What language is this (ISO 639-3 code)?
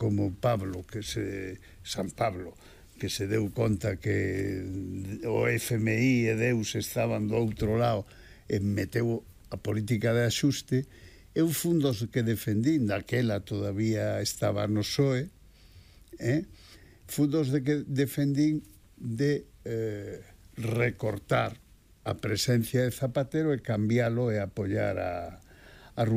glg